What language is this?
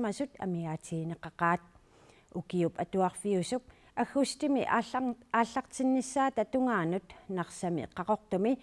Kalaallisut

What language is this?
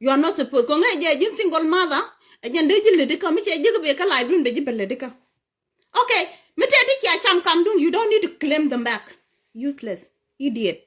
Nuer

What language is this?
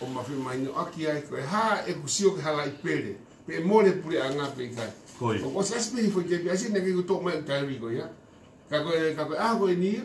Tongan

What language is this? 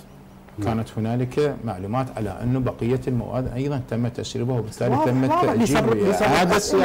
Arabic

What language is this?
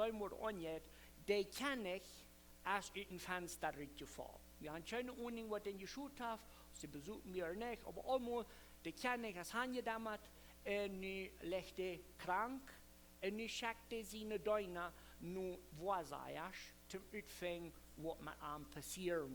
Plautdietsch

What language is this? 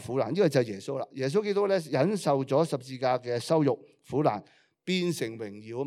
Cantonese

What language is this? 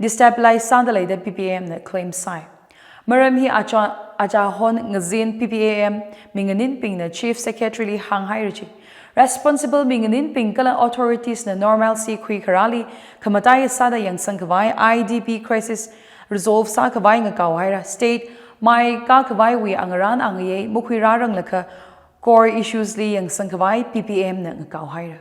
Tangkhul Naga (India)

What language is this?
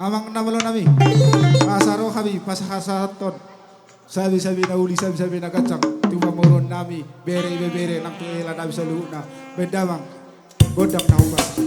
Batak Toba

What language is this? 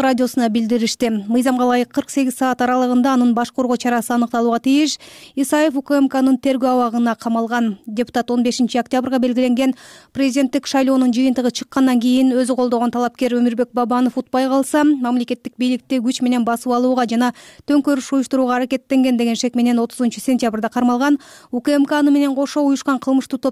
Kyrgyz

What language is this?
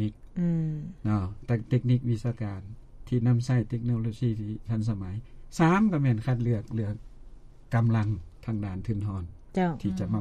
Lao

